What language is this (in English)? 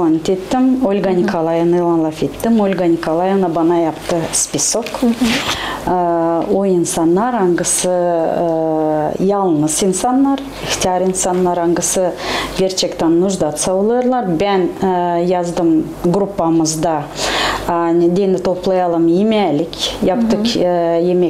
Gagauz